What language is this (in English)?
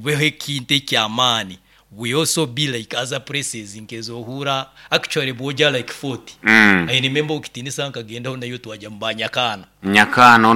Nyoro